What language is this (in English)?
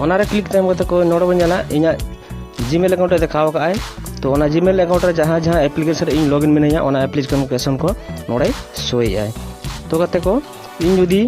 Santali